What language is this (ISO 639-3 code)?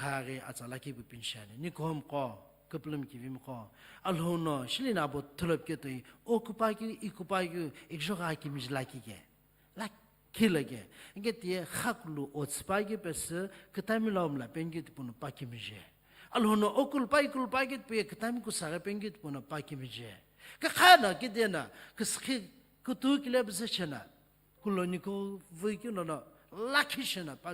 nsm